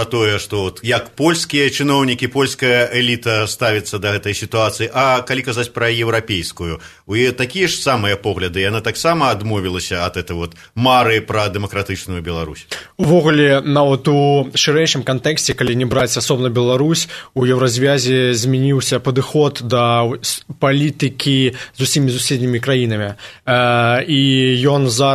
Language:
Belarusian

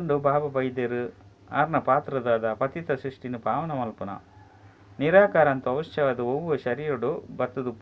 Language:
Tulu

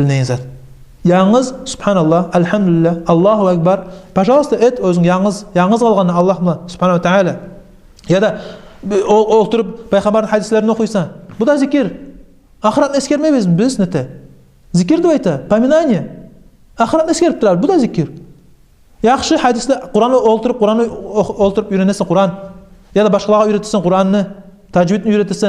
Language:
Kumyk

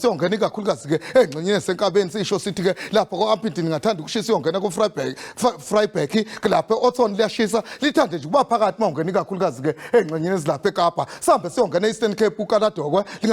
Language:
Zulu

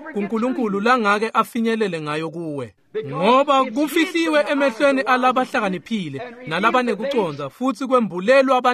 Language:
Swati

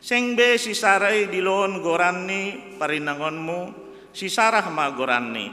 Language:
Batak Simalungun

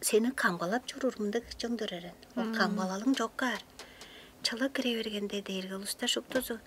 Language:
Tuvinian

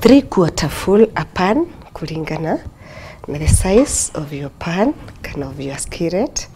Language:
Meru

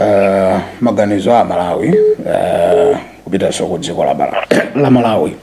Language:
Nyanja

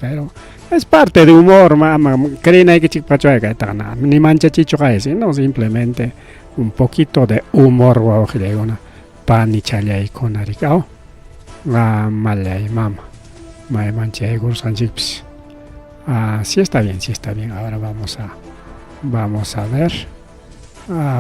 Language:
Ayacucho Quechua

